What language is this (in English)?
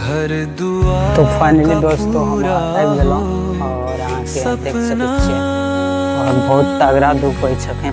Maithili